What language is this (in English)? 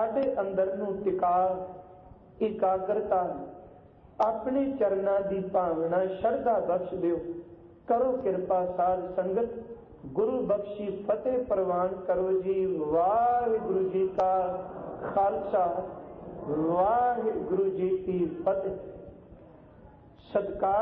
Punjabi